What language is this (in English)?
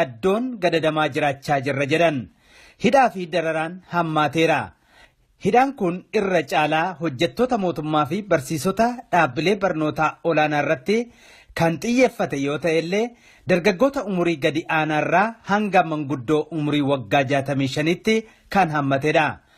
Oromo